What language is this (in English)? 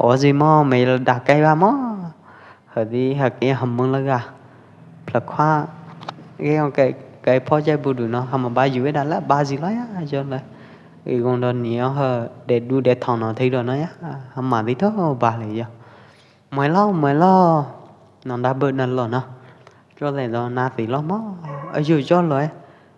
Pwo Eastern Karen